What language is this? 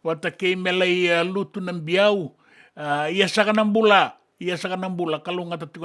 Fijian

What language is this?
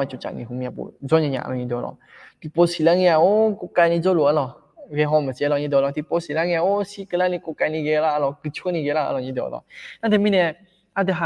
Akha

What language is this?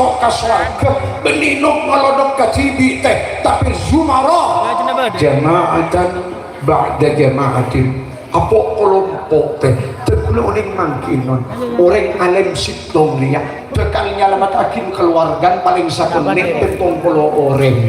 Madurese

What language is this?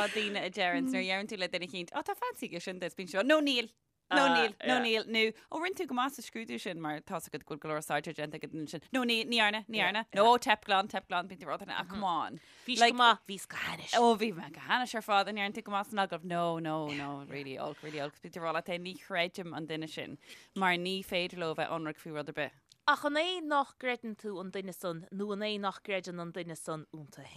Irish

